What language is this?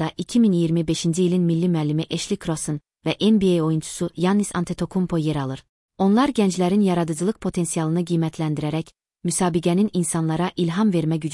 Azerbaijani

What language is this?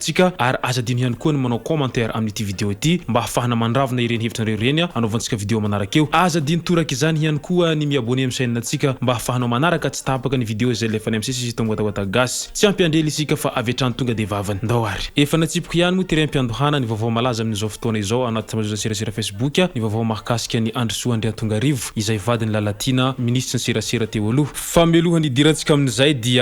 Malagasy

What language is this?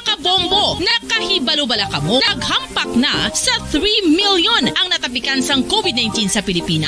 Hiligaynon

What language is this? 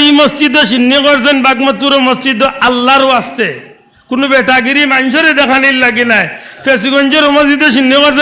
Sylheti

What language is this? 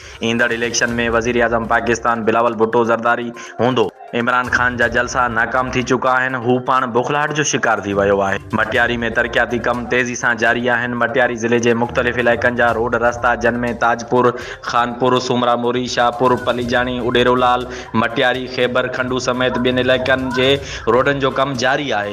Sindhi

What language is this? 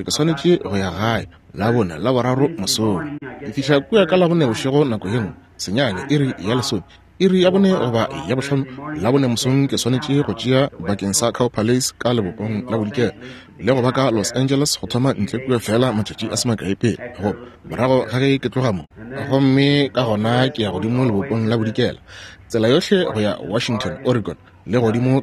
Northern Sotho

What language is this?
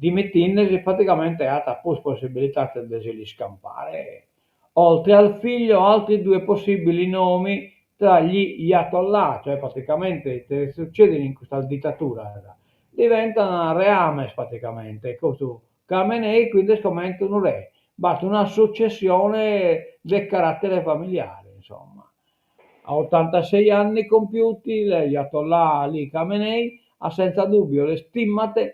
Sardinian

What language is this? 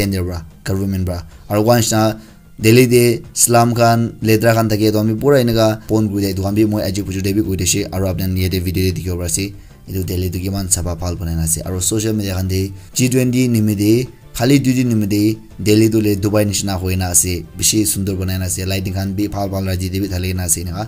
Naga Pidgin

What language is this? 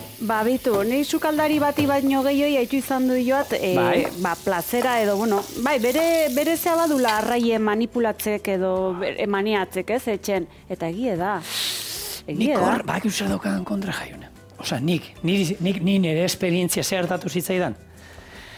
Basque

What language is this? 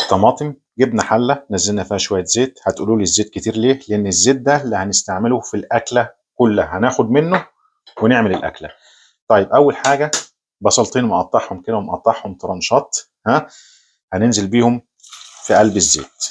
Egyptian Arabic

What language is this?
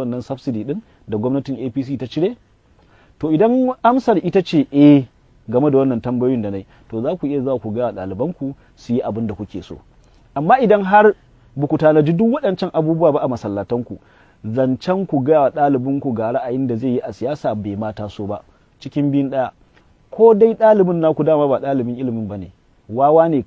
Hausa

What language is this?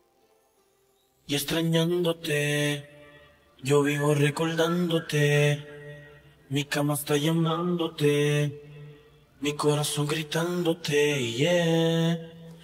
Spanish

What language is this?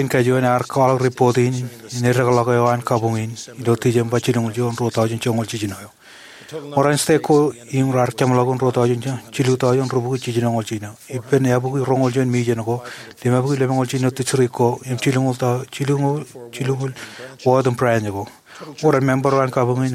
Marshallese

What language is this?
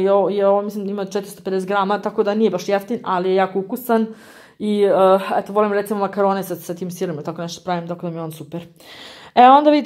Croatian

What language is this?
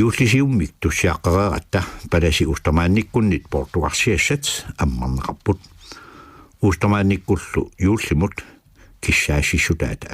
Kalaallisut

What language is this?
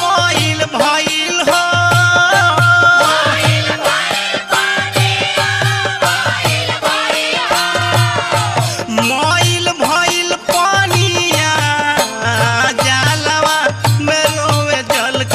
Bhojpuri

